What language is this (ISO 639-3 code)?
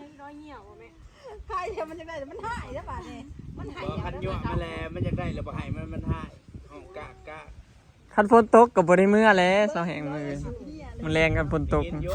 tts